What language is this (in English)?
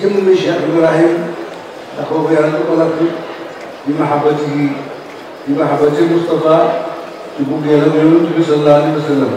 Wolof